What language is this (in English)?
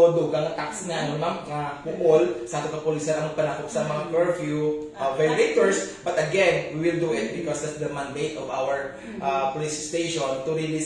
Hiligaynon